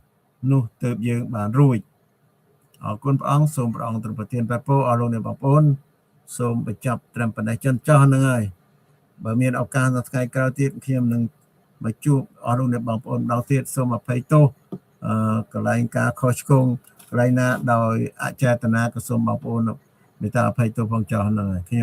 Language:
Khmer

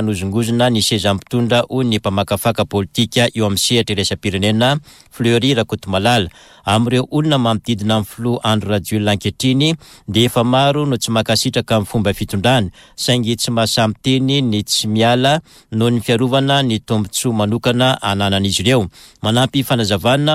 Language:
Malagasy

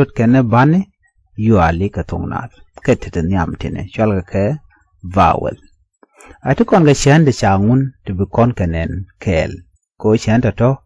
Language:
Nuer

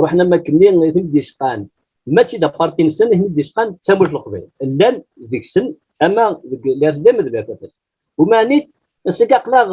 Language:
Kabyle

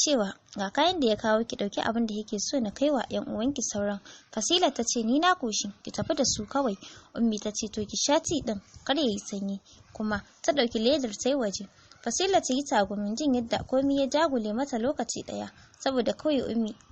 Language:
Hausa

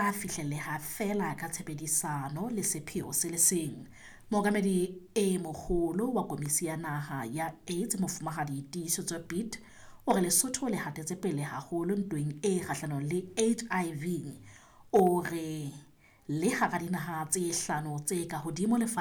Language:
Southern Sotho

